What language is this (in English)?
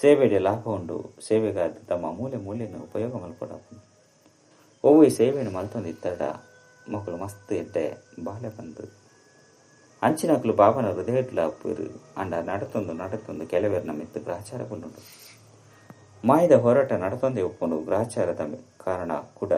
Tulu